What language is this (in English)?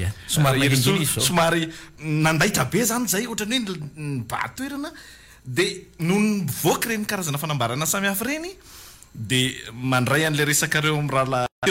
Malagasy